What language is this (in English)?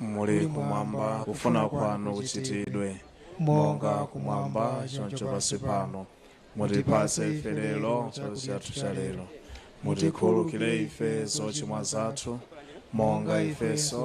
Nyanja